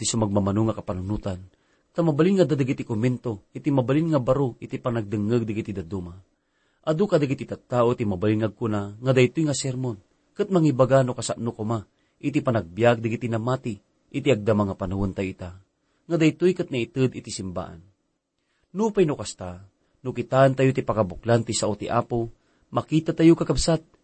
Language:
Iloko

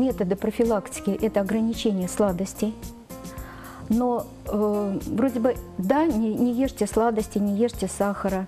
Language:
Russian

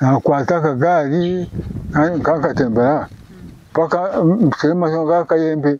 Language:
Nyankole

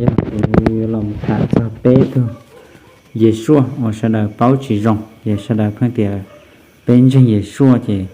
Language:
Hmong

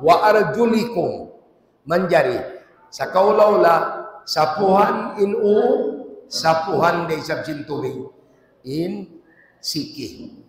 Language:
Tausug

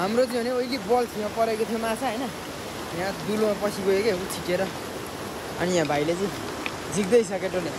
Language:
Nepali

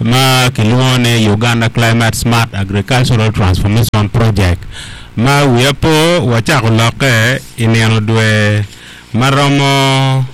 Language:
Acoli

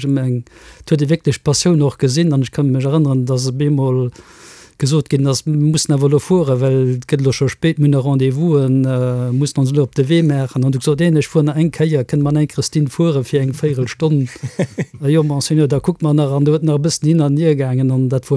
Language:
Luxembourgish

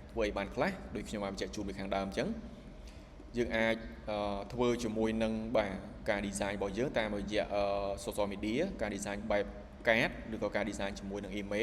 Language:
Khmer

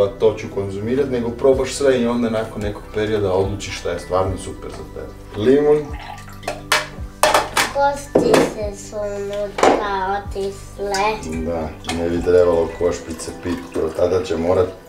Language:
Croatian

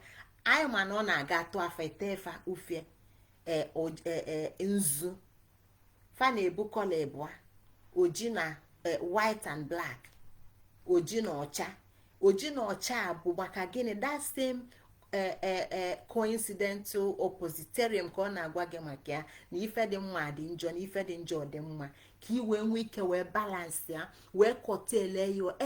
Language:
Igbo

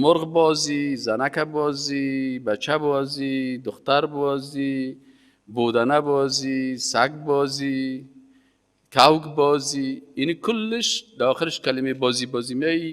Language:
Persian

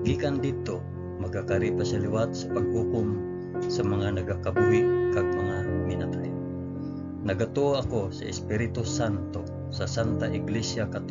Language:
Hiligaynon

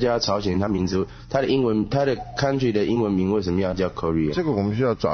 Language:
Chinese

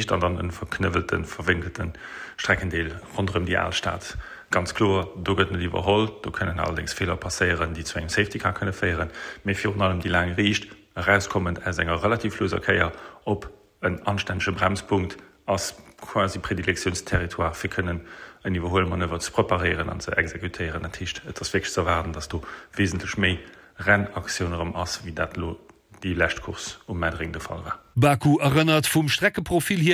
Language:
Luxembourgish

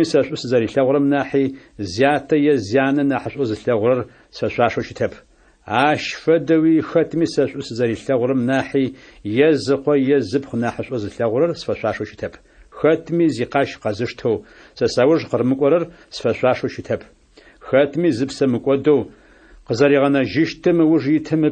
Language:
Adyghe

